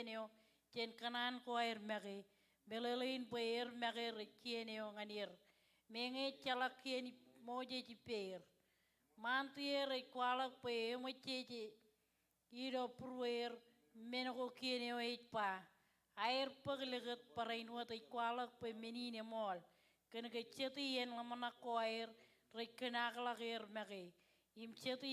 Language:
Marshallese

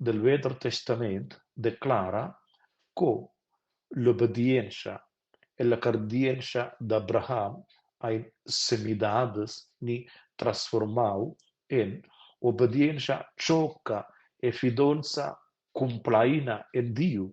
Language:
Romansh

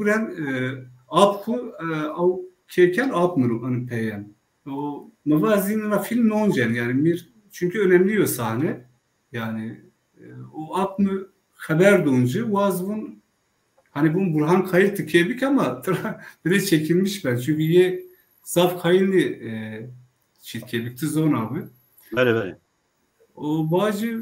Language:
Zaza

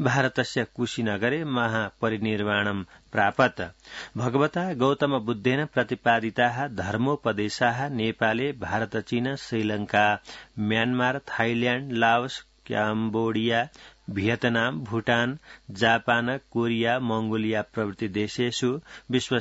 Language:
Sanskrit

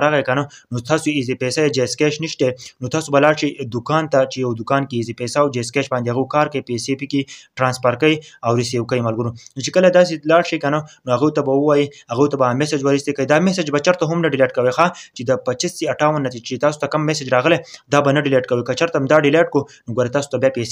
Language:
Pashto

